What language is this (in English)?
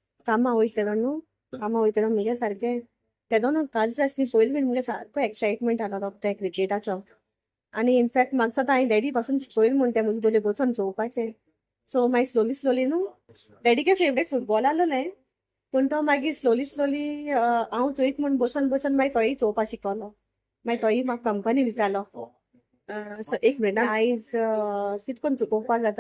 Konkani